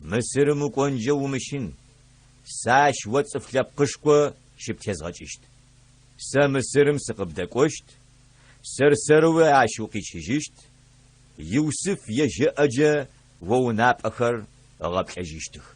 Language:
Adyghe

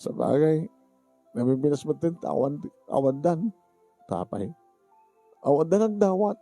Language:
Iloko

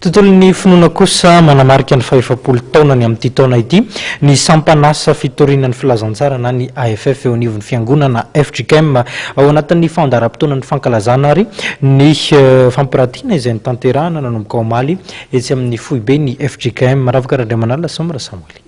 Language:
Malagasy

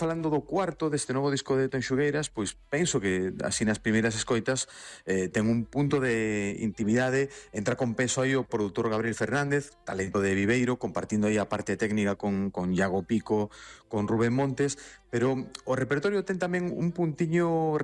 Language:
Galician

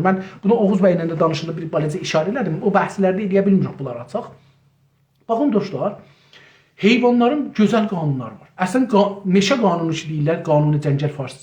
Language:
South Azerbaijani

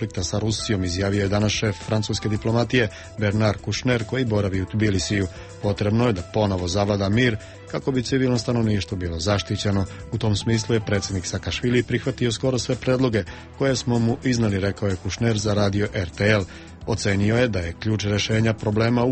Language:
Serbian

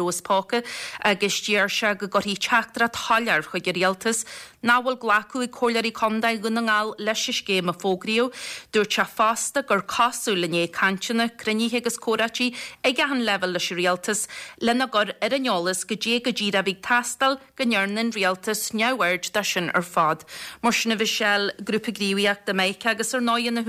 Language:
Irish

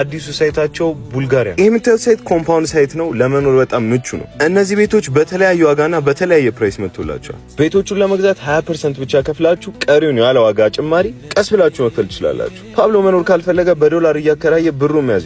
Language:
Amharic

